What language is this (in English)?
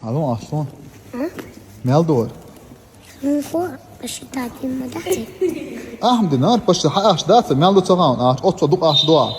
Chechen